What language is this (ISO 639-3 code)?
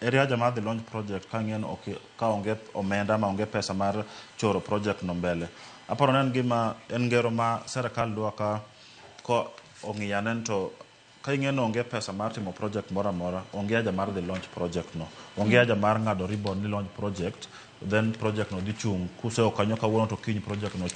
luo